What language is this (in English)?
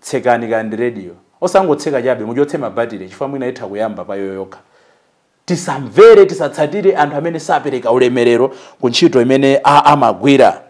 Nyanja